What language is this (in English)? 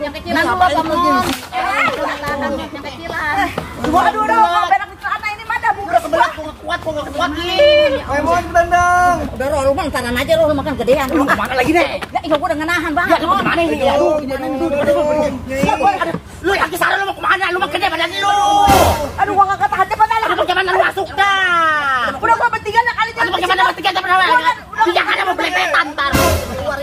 Betawi